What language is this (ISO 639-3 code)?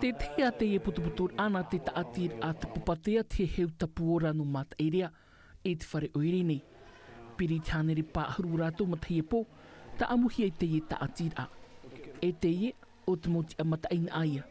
tah